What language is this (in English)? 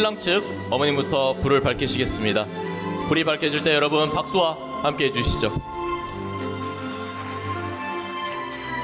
Korean